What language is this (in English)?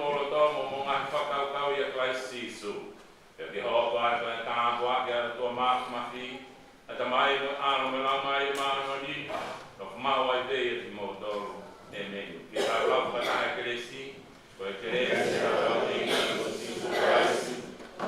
Tongan